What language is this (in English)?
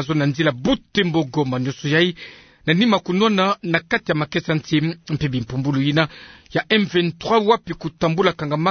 Kituba (Democratic Republic of Congo)